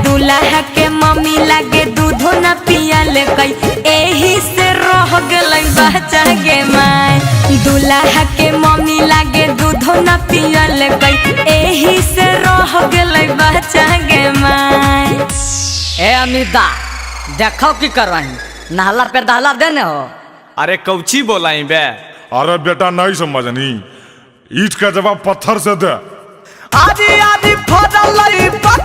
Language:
Magahi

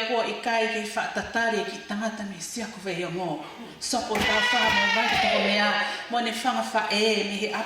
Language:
Tongan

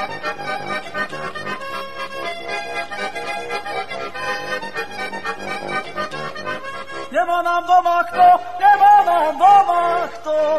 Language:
Slovak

